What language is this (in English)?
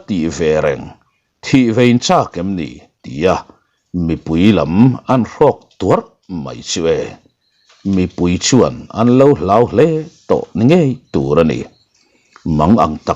Mizo